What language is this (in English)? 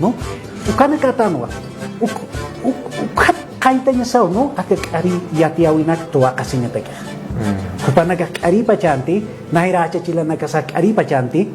Aymara